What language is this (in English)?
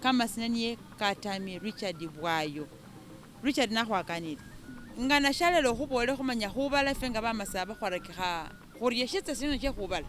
Masaaba